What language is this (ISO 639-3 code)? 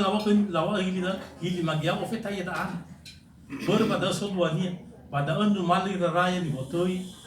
nia